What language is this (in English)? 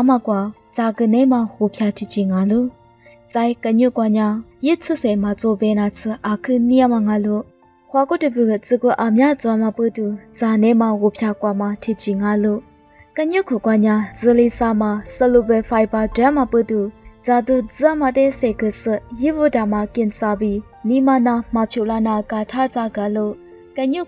Lisu